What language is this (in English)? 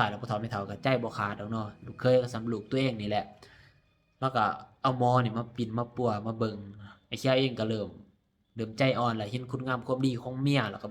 Lao